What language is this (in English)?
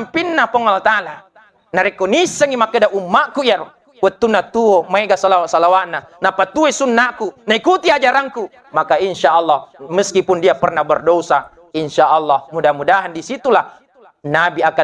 Buginese